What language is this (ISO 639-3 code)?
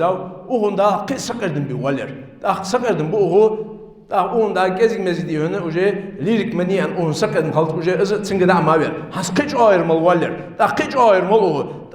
inh